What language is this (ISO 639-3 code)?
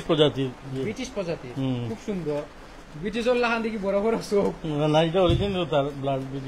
syl